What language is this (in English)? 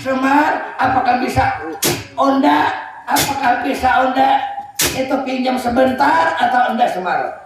Banjar